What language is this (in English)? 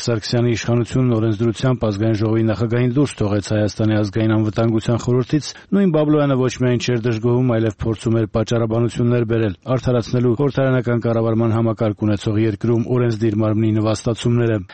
Armenian